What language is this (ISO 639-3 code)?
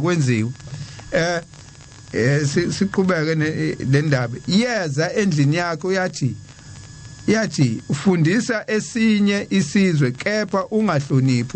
zul